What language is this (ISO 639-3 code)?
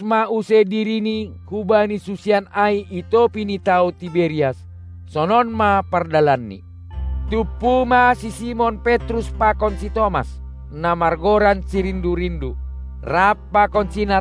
bts